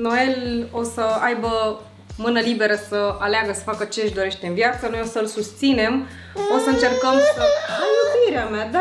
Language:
Romanian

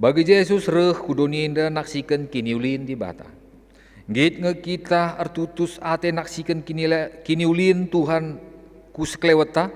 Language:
Batak Karo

